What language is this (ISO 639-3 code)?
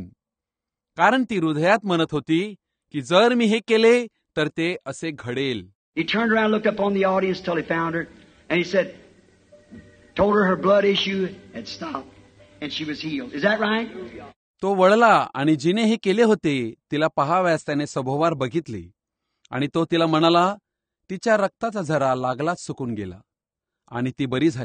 mar